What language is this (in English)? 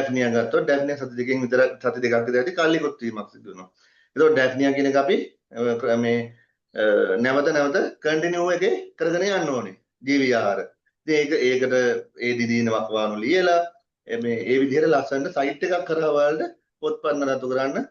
Sinhala